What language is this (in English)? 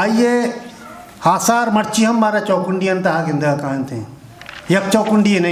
Eastern Balochi